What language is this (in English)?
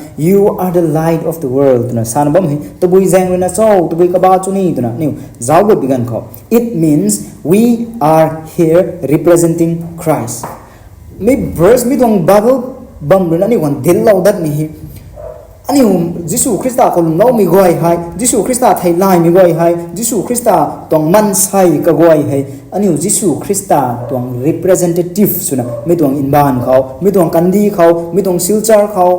Rongmei Naga